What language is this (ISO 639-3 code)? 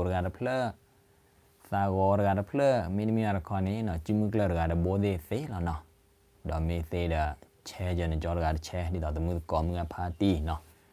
ksw